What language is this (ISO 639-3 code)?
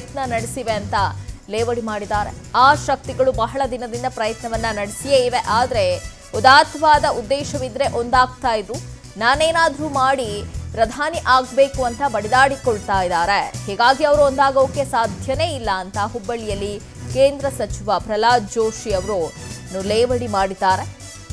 kan